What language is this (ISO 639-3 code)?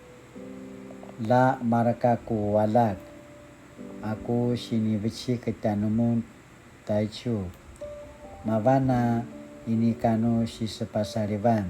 pwn